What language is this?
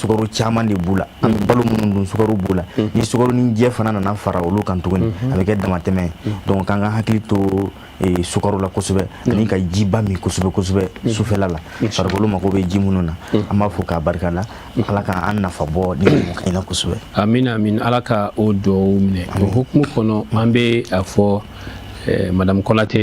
Bambara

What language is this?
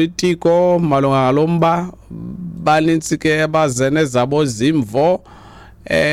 Xhosa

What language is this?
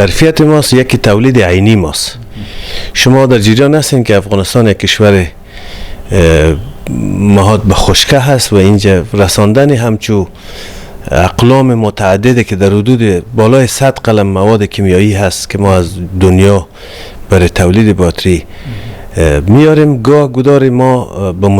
Persian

